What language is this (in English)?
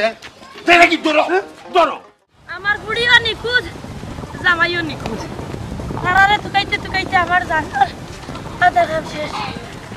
Sylheti